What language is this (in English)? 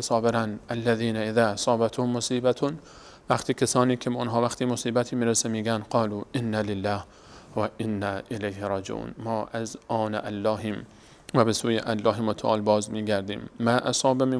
Persian